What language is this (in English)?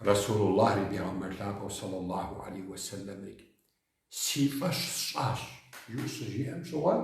Kabardian